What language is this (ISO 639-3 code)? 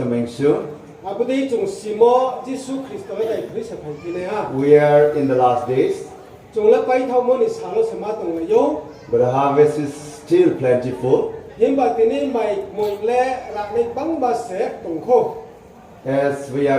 ria